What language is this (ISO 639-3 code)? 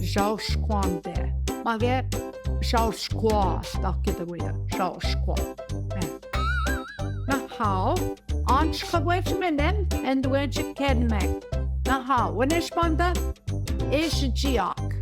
ojc